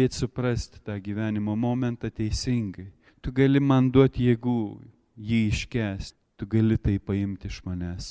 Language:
Lithuanian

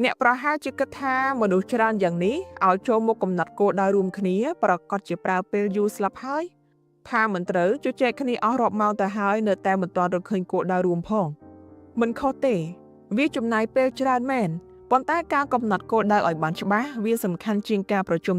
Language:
Khmer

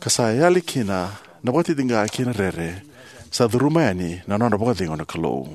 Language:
Fijian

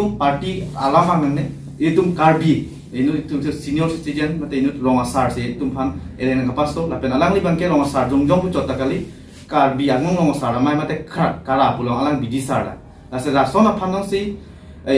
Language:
Karbi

